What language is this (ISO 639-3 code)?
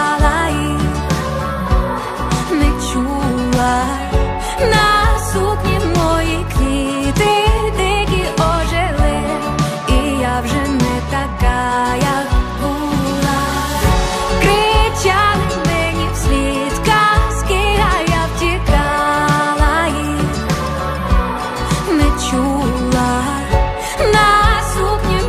ukr